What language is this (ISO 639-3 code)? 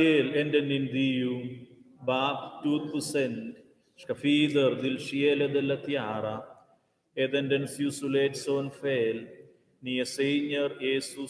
roh